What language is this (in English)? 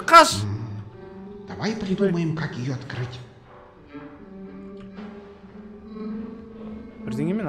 Kazakh